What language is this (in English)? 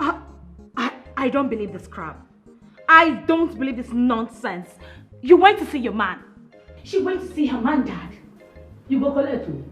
Nigerian Pidgin